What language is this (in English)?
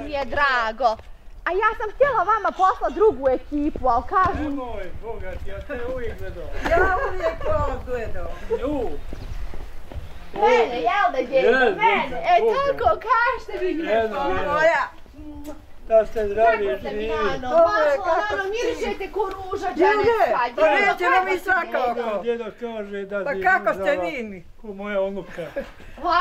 Bosnian